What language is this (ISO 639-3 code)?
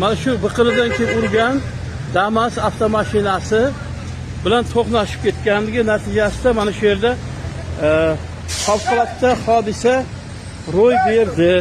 uzb